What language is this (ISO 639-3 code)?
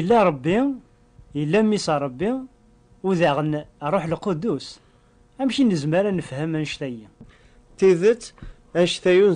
kab